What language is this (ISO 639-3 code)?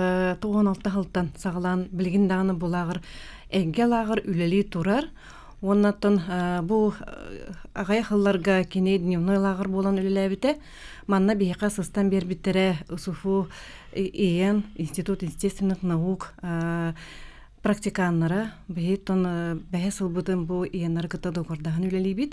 sah